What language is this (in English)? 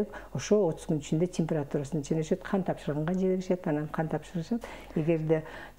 Kyrgyz